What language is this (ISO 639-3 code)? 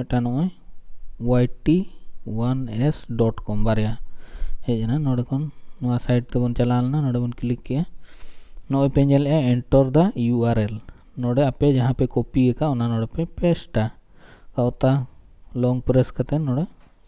sat